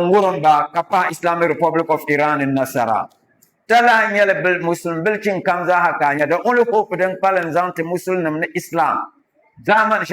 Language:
Dagbani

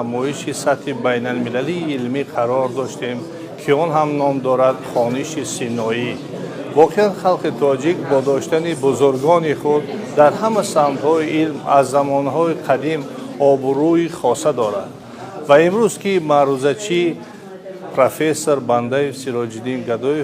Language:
Tajik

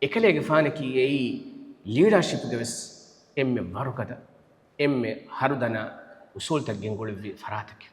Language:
Divehi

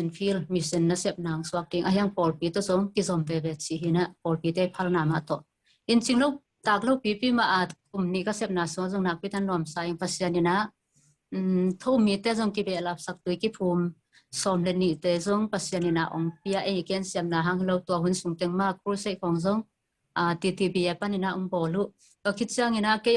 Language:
Tedim Chin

